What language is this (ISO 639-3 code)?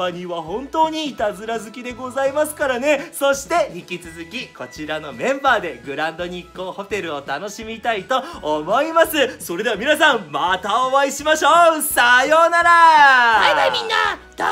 jpn